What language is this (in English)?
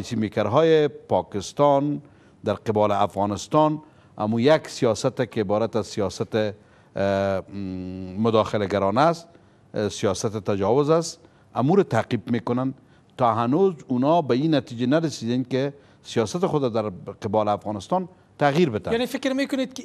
Persian